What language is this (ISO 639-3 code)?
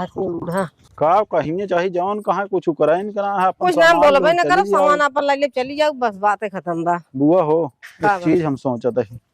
awa